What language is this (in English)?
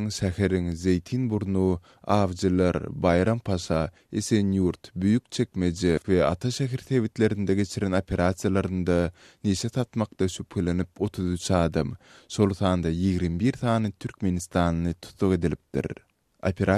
Turkmen